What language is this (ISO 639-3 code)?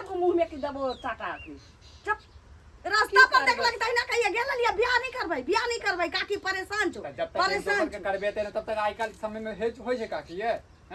mai